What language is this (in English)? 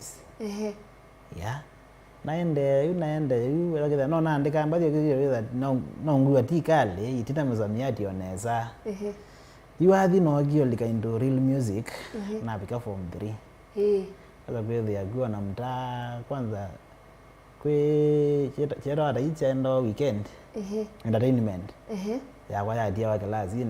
Kamba